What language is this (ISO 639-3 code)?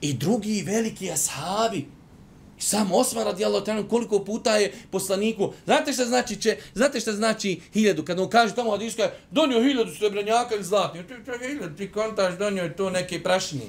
bos